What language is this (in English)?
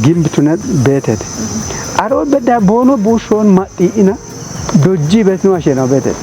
Kafa